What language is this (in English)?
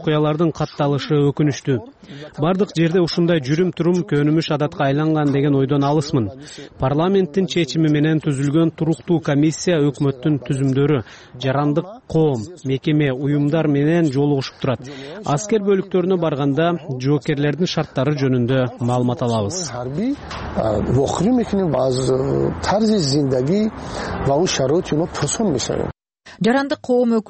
Kyrgyz